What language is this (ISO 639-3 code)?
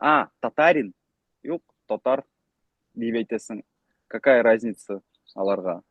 bak